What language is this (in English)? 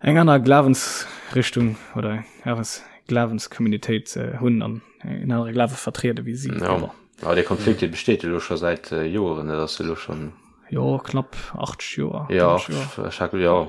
Luxembourgish